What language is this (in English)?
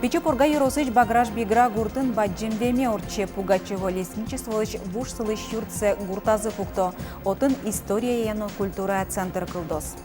Udmurt